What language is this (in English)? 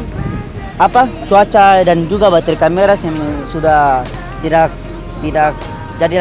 Ambonese Malay